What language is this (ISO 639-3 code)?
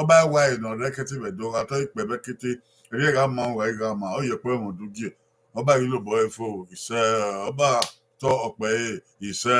bin